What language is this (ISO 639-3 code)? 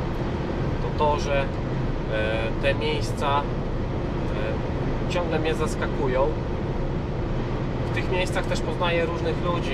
pol